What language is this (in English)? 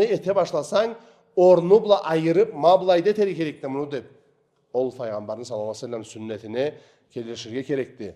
Karachay-Balkar